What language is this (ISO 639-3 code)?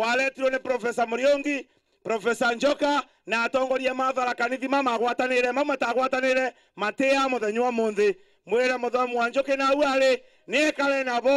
mer